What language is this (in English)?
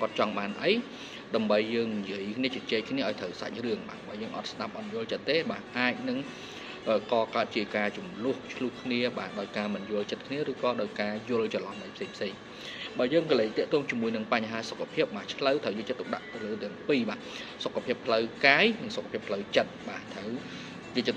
Khmer